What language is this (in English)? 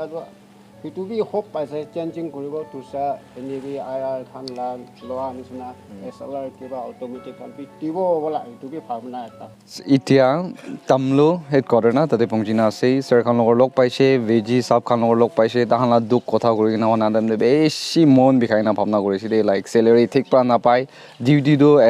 Naga Pidgin